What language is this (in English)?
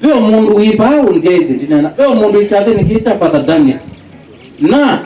Kamba